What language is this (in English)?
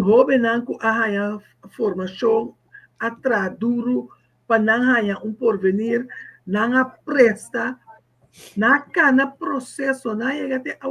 Papiamento